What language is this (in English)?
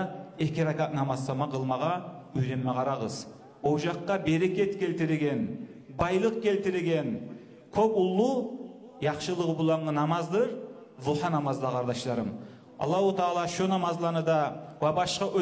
Kumyk